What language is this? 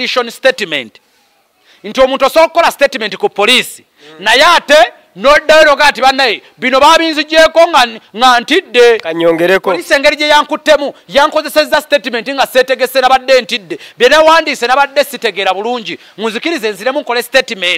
Ganda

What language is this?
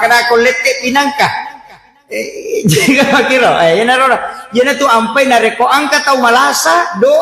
Buginese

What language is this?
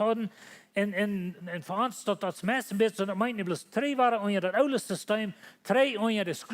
Plautdietsch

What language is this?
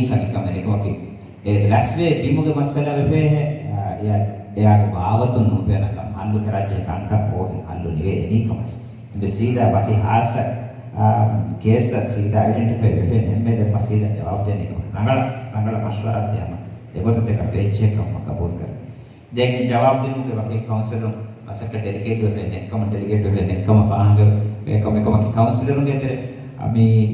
Divehi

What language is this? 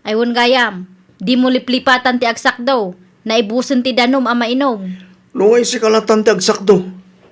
Iloko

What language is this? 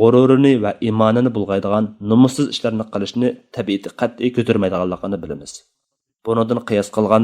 Uyghur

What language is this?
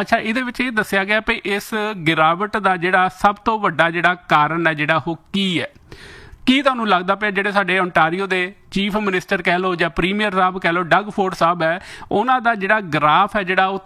Punjabi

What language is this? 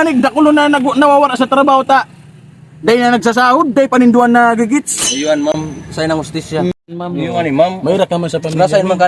Bikol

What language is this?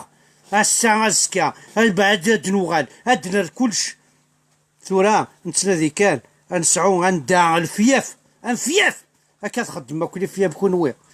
Kabyle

